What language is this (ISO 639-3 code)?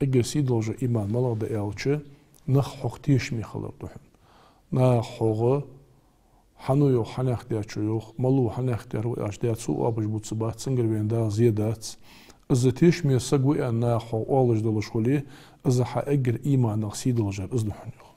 inh